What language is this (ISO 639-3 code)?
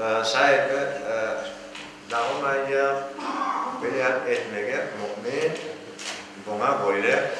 crh